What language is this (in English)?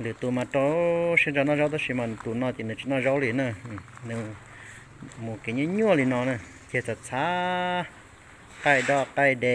Hmong